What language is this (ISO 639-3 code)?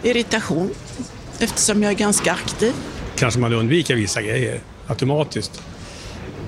swe